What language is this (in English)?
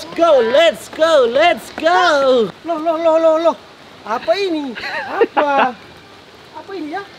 Manado Malay